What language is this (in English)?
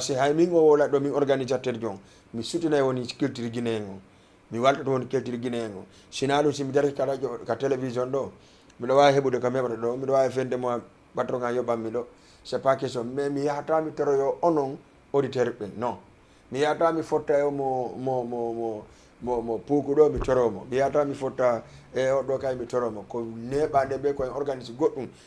Fula